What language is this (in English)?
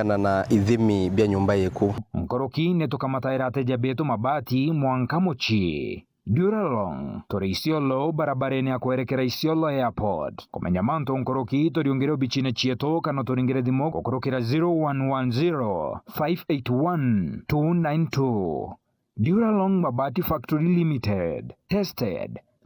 Meru